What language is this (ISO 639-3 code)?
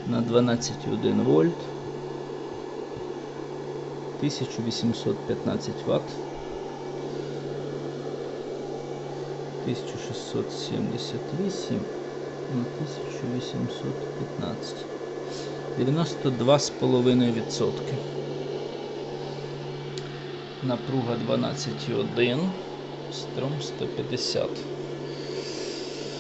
ukr